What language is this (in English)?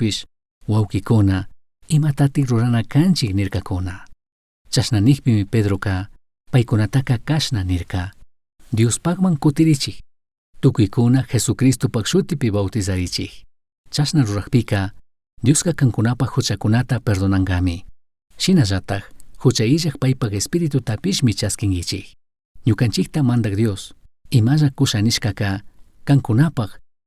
Chimborazo Highland Quichua